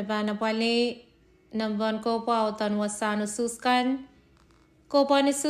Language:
Pohnpeian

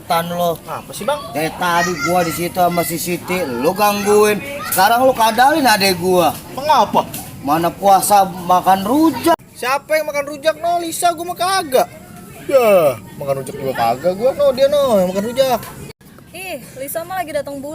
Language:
Betawi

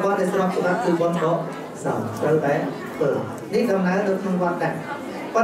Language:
Khmer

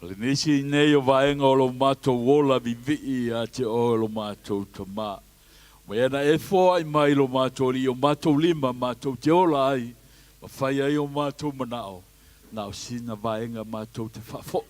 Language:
Samoan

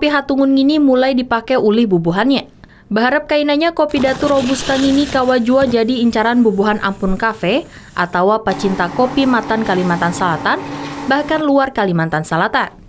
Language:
Banjar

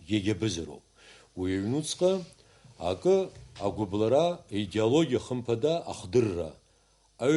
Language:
Abkhazian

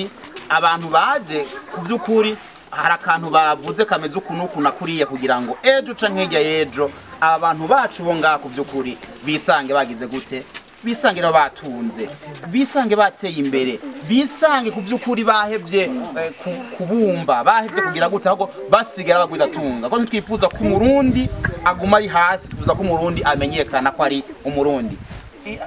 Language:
Rundi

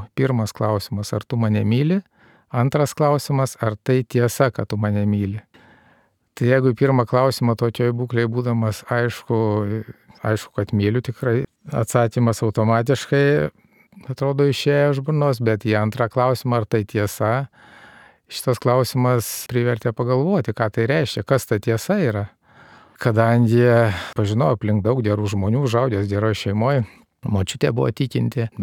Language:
Lithuanian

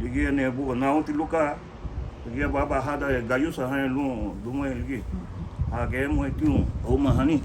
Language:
Garifuna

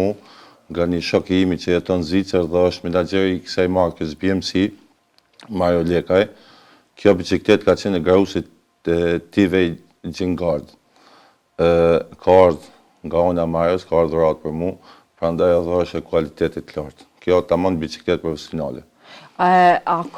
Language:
Albanian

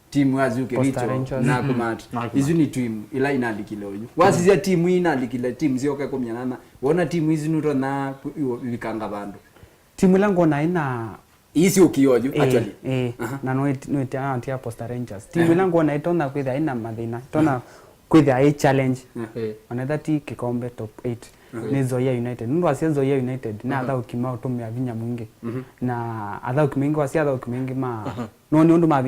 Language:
Kamba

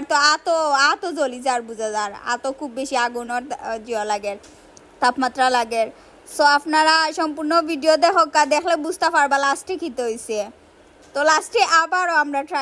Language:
Sylheti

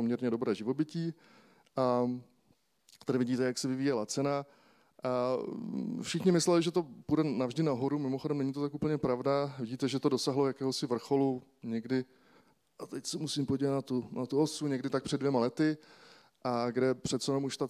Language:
Czech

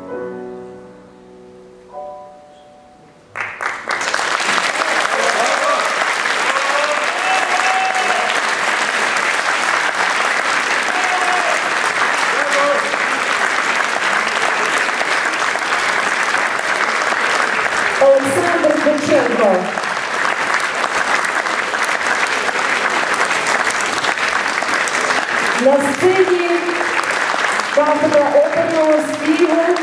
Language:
Ukrainian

